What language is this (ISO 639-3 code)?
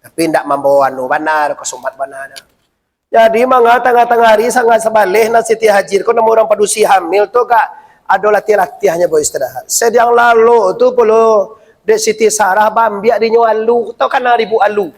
min